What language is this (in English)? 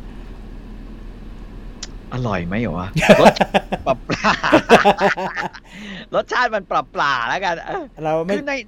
Thai